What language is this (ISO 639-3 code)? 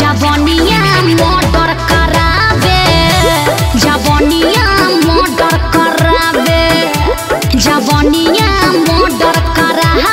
bho